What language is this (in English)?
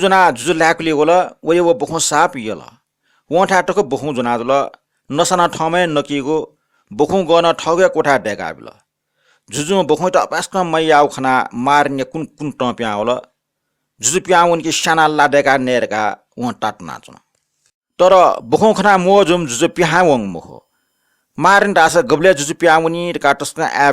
Newari